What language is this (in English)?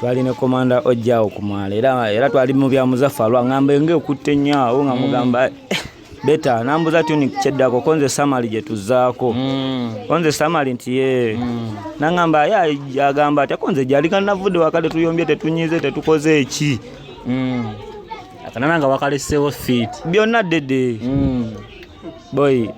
Ganda